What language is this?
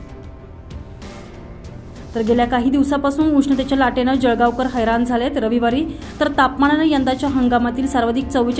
Marathi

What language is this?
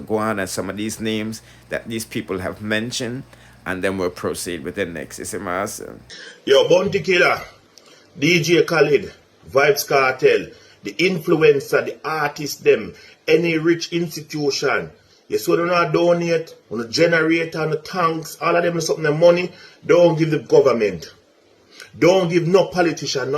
Jamaican Creole English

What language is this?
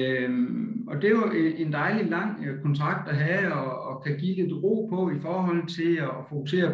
Danish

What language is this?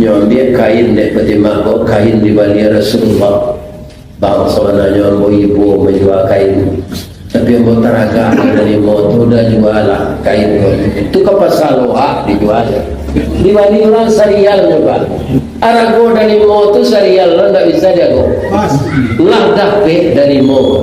Minangkabau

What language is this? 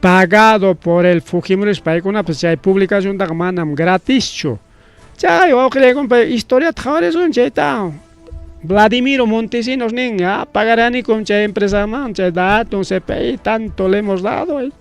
Ayacucho Quechua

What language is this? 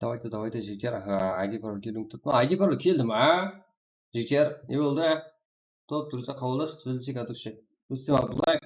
Kara-Kalpak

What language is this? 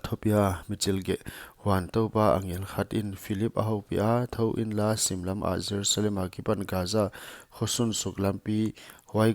Paite Chin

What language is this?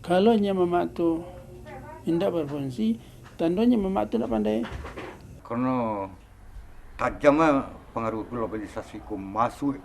Minangkabau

